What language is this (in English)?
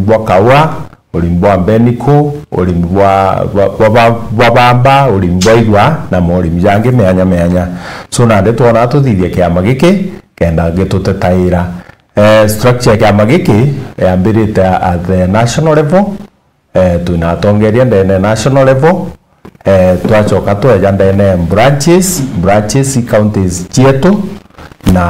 Meru